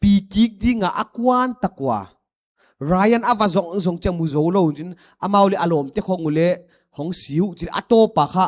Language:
Paite Chin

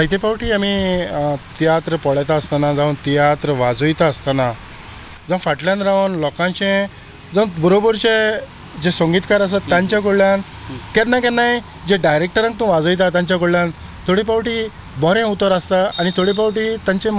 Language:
Konkani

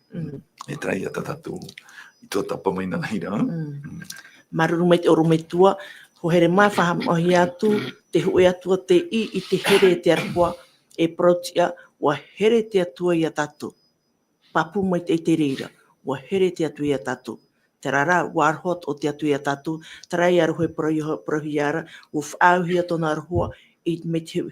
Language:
Tahitian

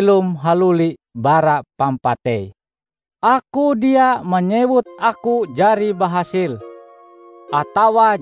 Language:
Ngaju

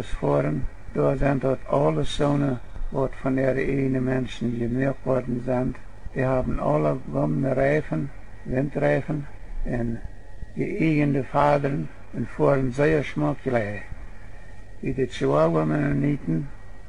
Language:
Plautdietsch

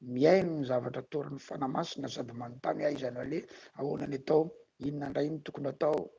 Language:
Malagasy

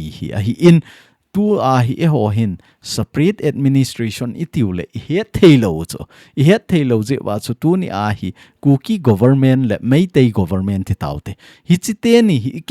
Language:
Thado Chin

